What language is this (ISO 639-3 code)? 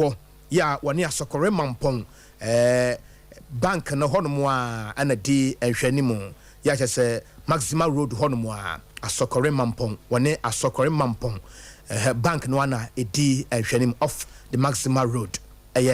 aka